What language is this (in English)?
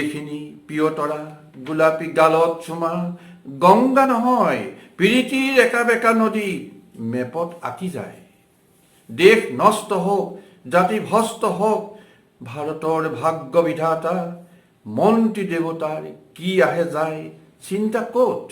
Assamese